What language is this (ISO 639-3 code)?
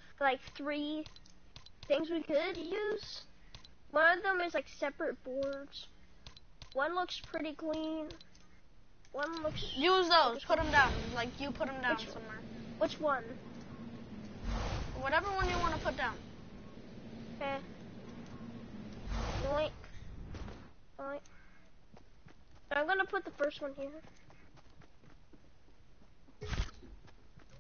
eng